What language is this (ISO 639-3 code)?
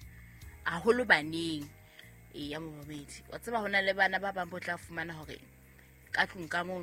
sot